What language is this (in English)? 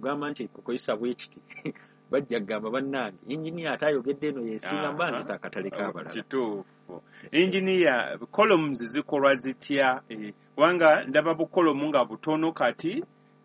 Ganda